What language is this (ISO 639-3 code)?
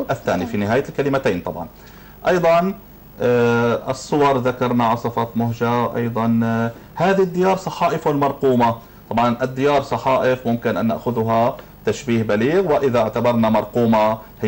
ara